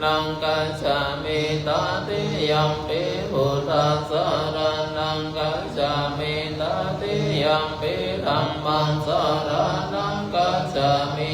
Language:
Pali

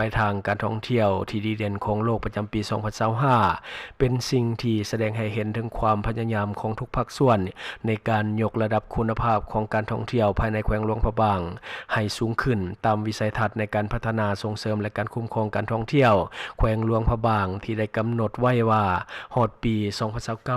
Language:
Lao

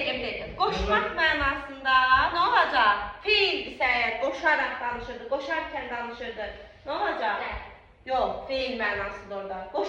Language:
Azerbaijani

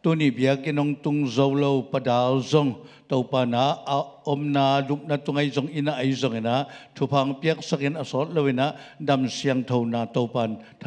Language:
Tedim Chin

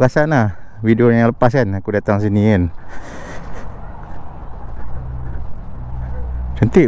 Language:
Malay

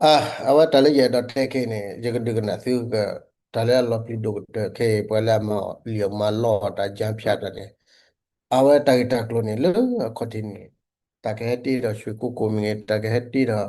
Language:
S'gaw Karen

